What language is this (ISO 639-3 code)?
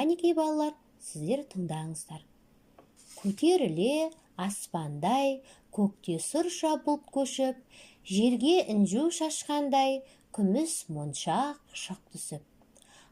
kaz